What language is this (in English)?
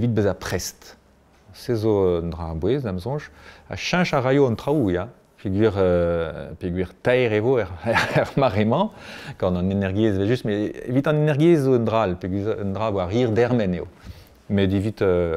Breton